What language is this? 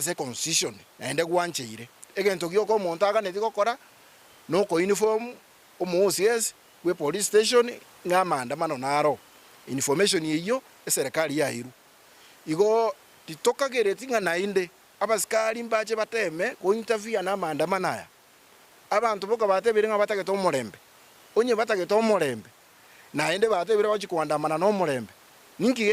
Gusii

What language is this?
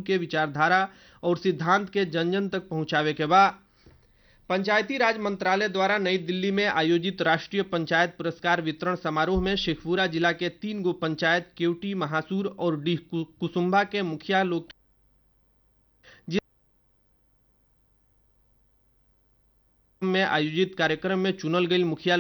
Bhojpuri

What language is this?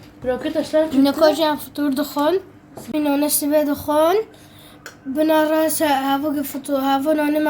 Kurdish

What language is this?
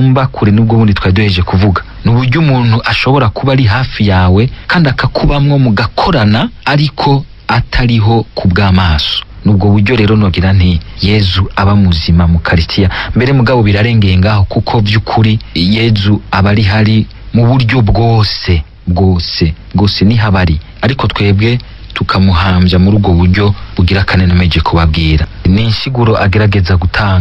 Rundi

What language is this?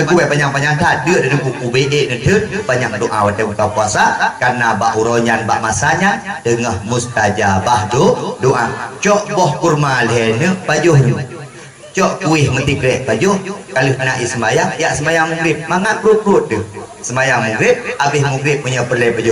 Achinese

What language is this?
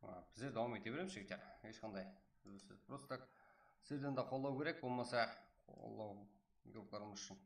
Kara-Kalpak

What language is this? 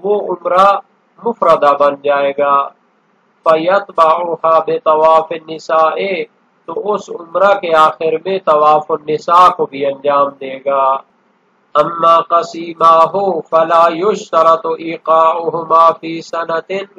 Urdu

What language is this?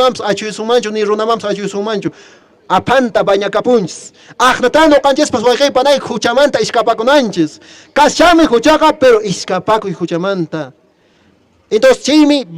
Quechua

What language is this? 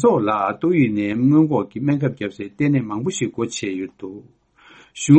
Tibetan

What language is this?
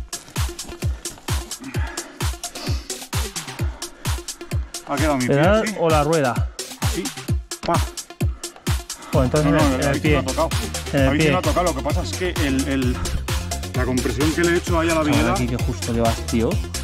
Spanish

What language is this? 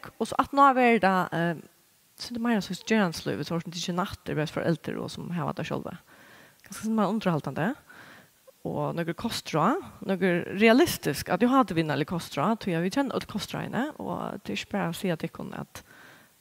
Faroese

